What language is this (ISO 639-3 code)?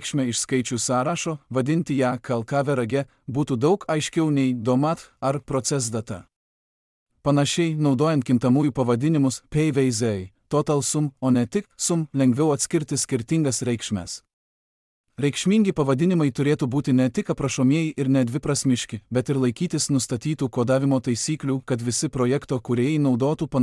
lit